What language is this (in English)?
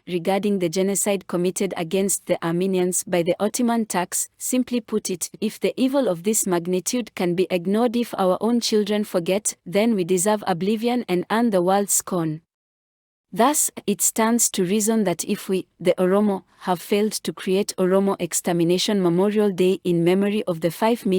English